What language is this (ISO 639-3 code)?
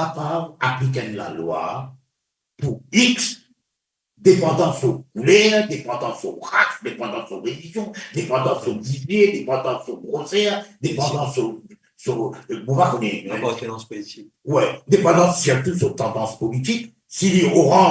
mfe